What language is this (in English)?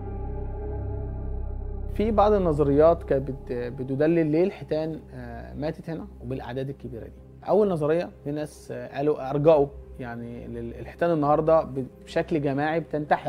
Egyptian Arabic